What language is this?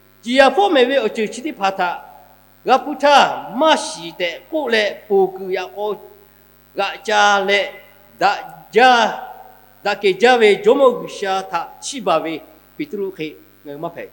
Lahu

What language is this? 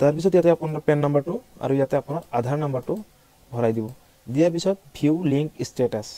Assamese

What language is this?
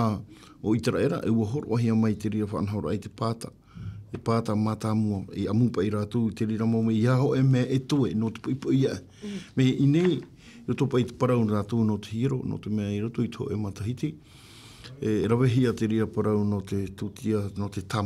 Tahitian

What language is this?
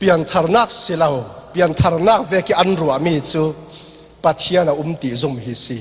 Falam Chin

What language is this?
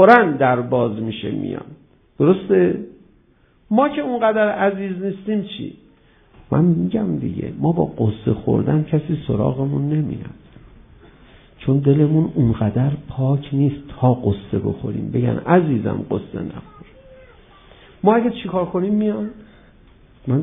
Persian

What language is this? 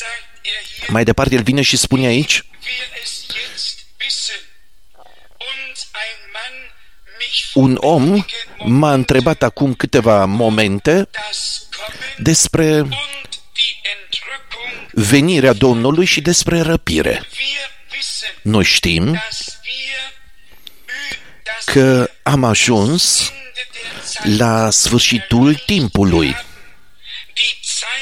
Romanian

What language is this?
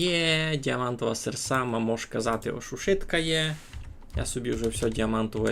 Rusyn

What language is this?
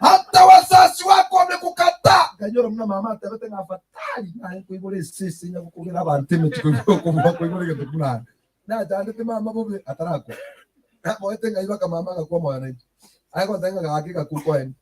Gusii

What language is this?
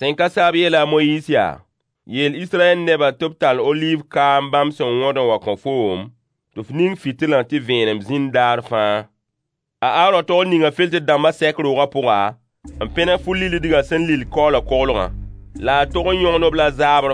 Mossi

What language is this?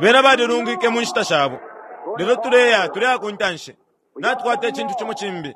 Bemba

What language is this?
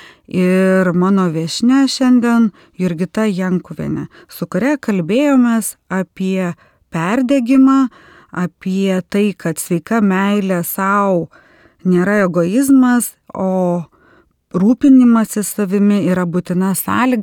Lithuanian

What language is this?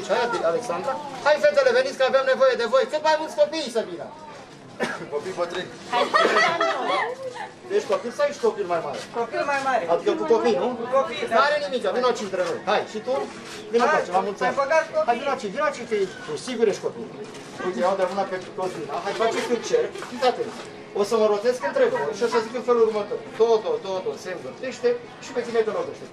Romanian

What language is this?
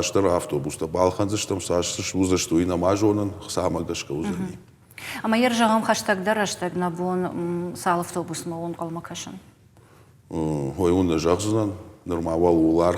Ossetic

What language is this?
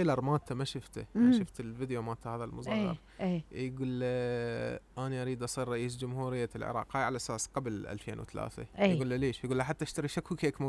Mesopotamian Arabic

